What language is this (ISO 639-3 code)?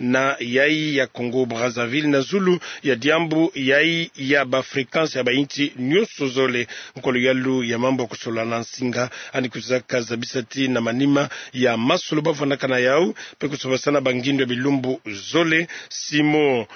ktu